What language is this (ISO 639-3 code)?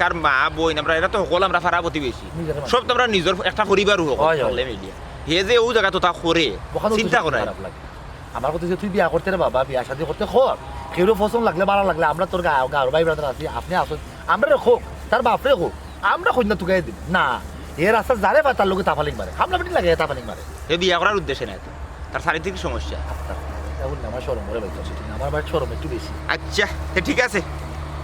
syl